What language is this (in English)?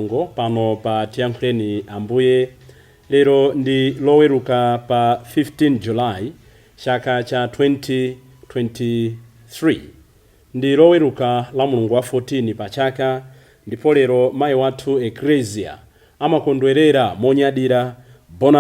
Nyanja